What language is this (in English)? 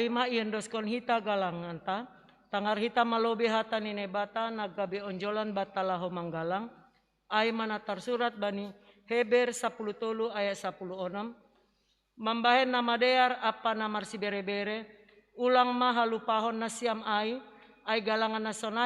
Batak Simalungun